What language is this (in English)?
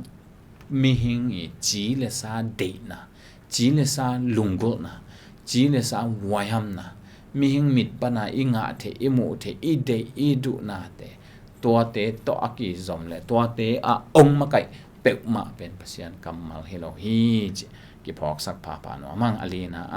Tedim Chin